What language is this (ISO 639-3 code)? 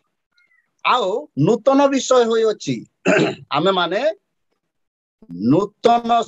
ori